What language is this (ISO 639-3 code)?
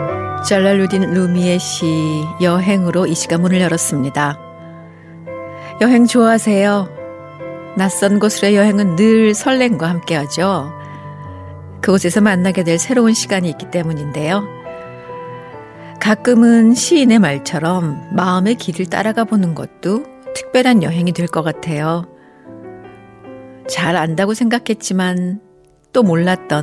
kor